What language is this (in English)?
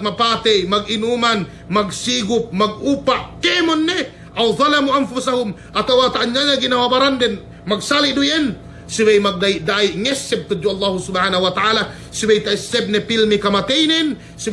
Yakan